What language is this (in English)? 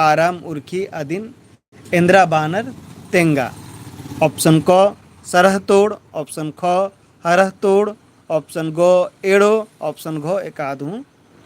Kurukh